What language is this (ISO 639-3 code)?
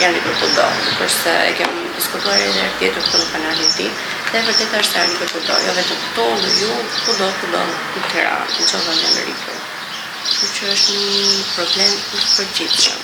sqi